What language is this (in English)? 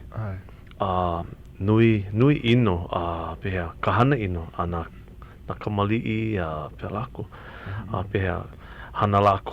Hawaiian